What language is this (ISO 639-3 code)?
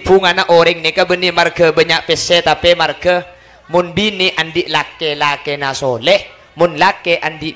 mad